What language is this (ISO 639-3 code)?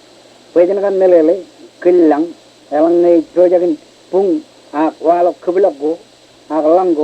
mah